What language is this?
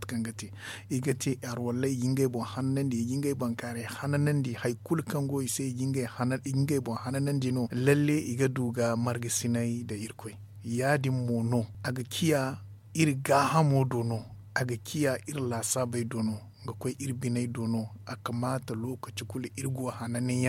Zarma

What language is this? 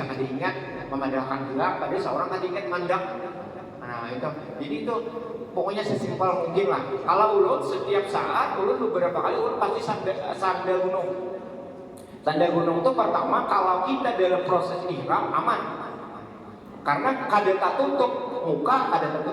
Banjar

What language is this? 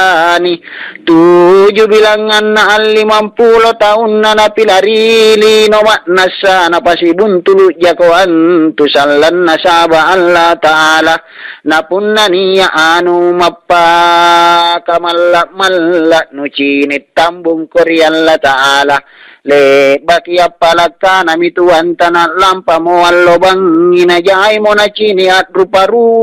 Makasar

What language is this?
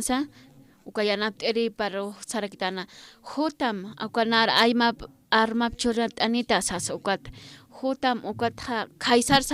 Aymara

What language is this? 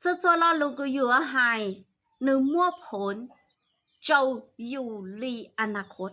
Hmong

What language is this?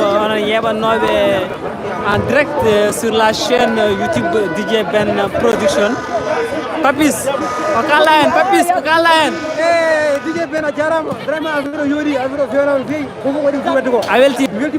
Fula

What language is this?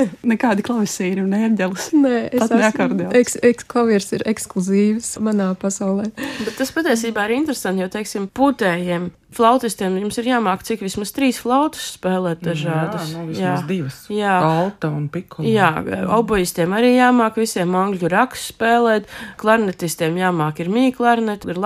Latvian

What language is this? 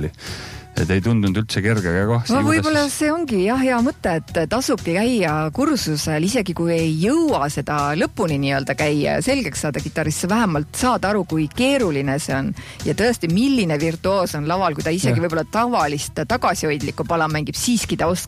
Estonian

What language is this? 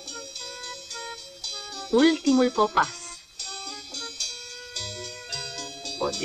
Romanian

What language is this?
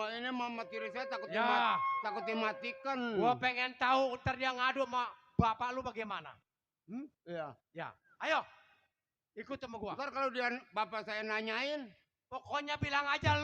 Betawi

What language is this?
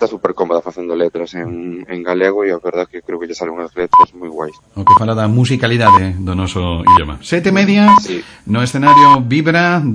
Galician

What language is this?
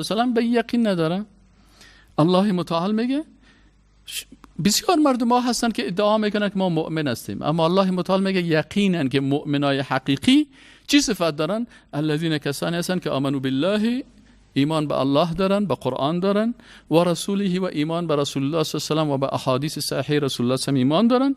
Persian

